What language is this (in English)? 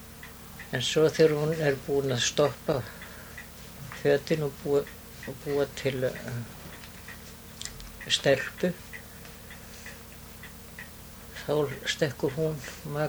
Icelandic